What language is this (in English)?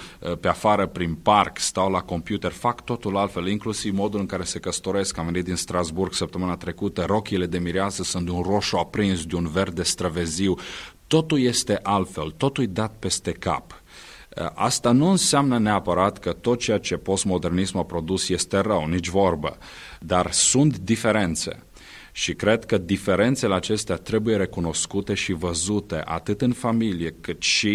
Romanian